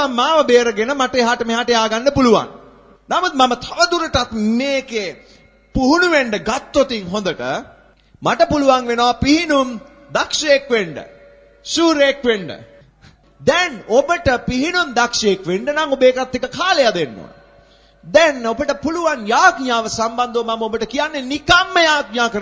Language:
Sinhala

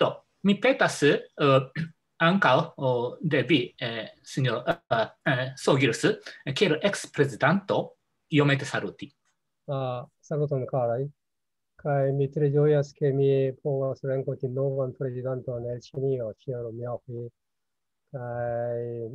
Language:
Esperanto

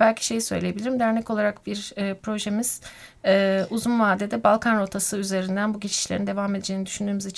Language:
Turkish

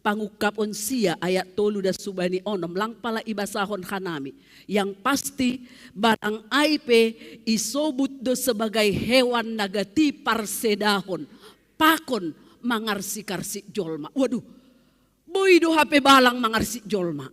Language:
Batak Simalungun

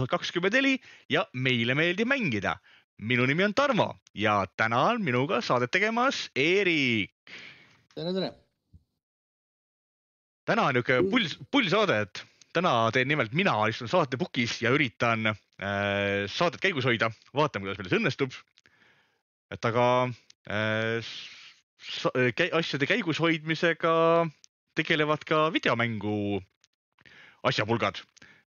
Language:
Estonian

